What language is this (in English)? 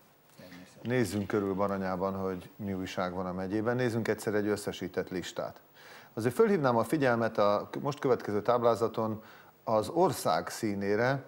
Hungarian